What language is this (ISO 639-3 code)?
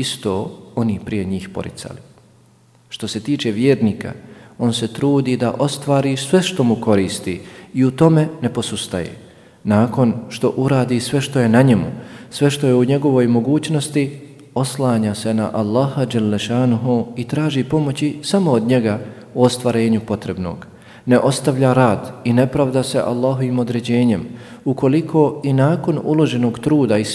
bos